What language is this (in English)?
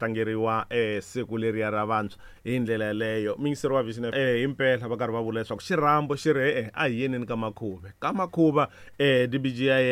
Tsonga